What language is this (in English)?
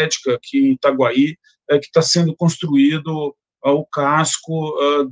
Portuguese